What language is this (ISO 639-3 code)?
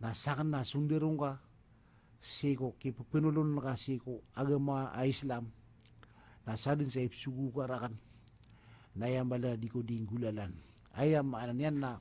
mrw